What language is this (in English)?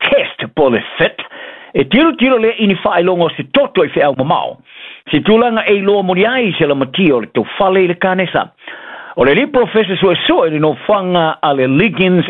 Samoan